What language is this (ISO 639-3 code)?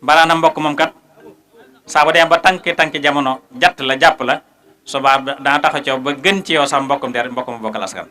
wol